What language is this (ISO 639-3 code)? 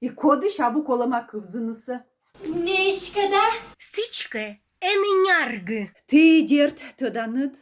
kom